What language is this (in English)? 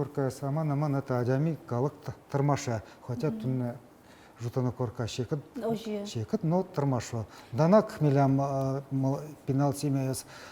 Udmurt